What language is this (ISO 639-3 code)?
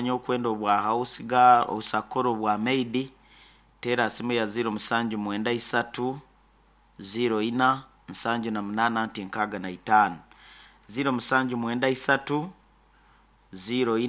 nyo